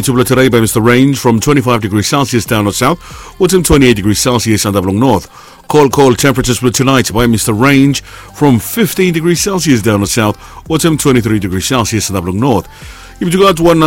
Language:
Bislama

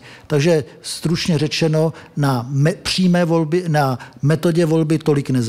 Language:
Czech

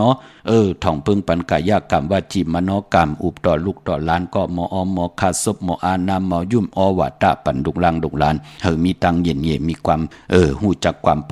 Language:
Shan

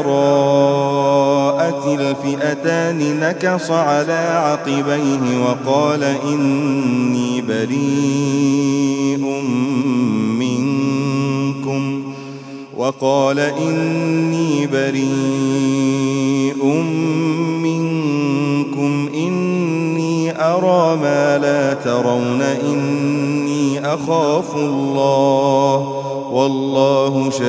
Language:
Arabic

